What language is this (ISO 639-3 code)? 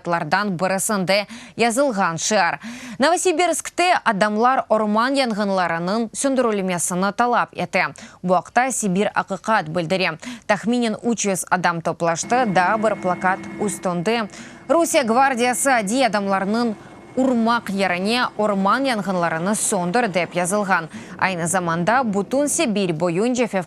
crh